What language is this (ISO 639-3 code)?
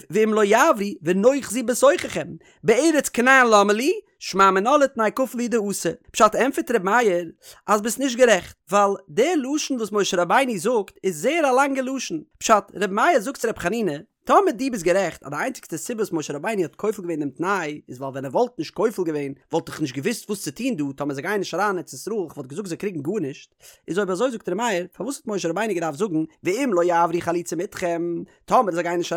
yid